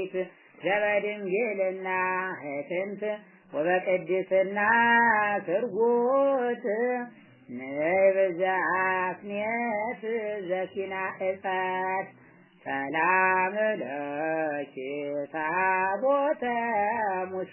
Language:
Geez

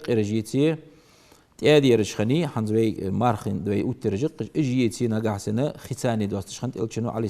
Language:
Ingush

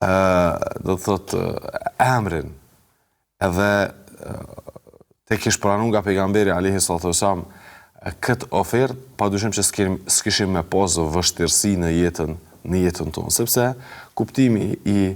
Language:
Albanian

